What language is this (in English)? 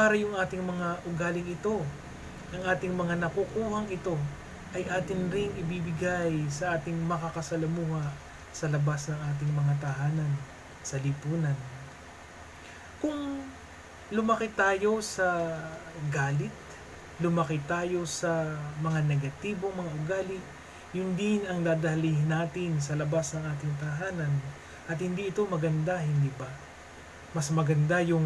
Filipino